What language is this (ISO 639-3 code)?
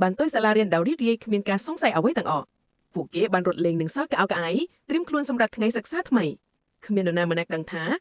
khm